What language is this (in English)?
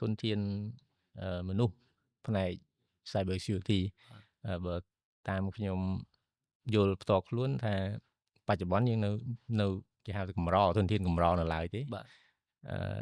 Khmer